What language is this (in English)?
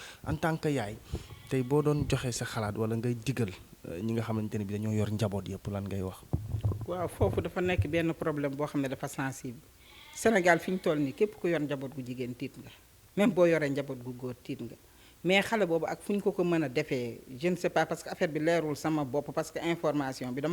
Wolof